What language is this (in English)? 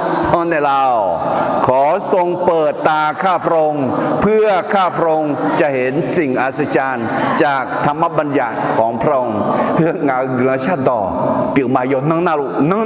Akha